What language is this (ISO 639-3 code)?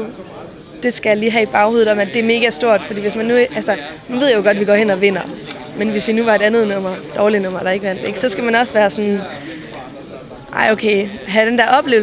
dan